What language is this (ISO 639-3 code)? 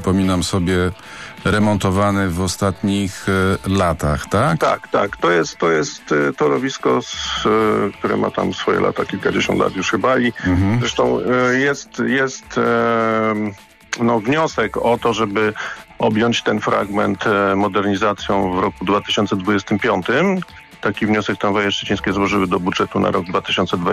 pol